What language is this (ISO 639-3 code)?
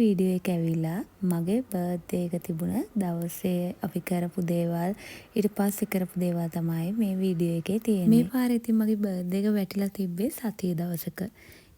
sin